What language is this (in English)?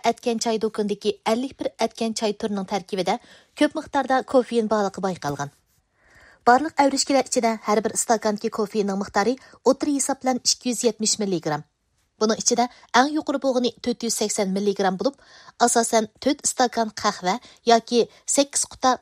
Uyghur